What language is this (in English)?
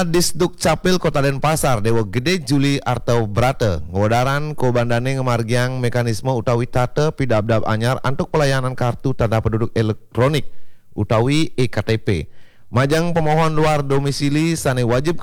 Balinese